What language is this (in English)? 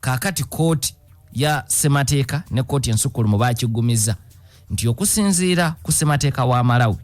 Ganda